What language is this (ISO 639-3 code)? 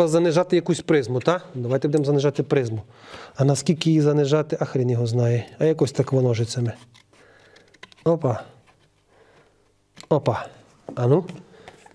ukr